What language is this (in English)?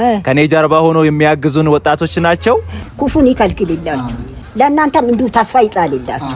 Amharic